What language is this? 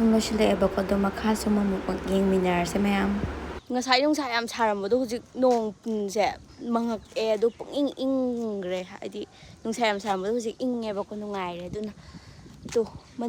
Manipuri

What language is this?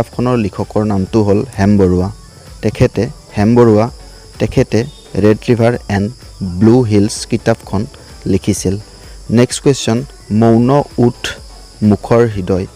Assamese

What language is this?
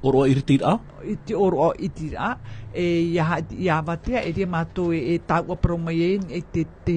Tahitian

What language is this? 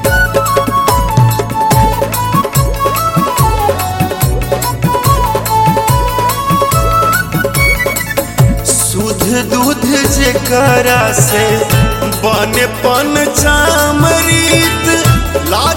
Bhojpuri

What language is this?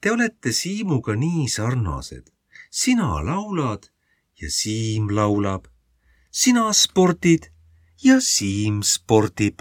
Estonian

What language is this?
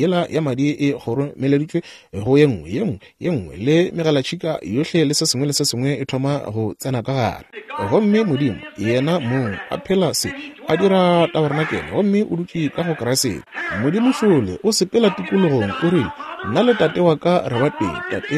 Northern Sotho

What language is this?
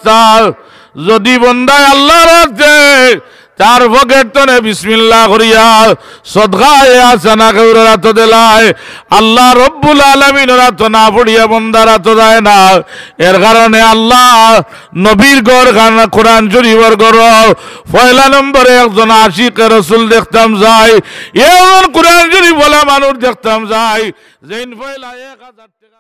Sylheti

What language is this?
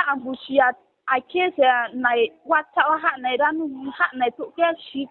Riang (India)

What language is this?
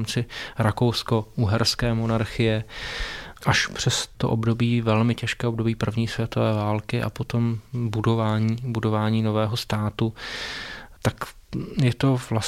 Czech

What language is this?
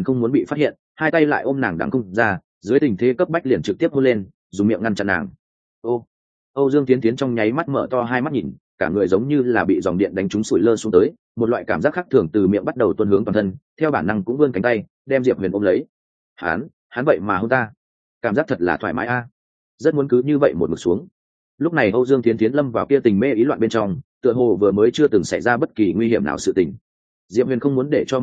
Vietnamese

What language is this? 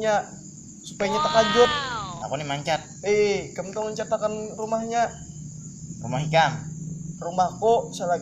Banjar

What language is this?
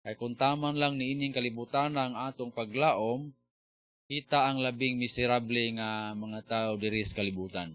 Cebuano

